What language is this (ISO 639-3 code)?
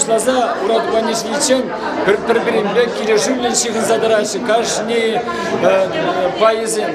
chv